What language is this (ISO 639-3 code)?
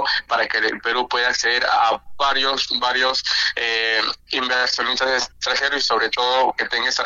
spa